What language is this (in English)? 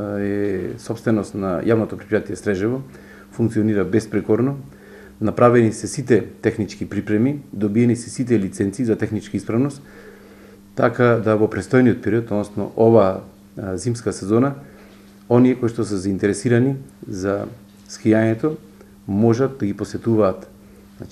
Macedonian